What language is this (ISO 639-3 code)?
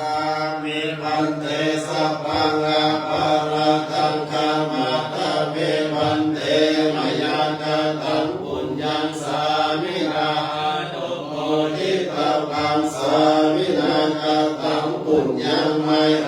pli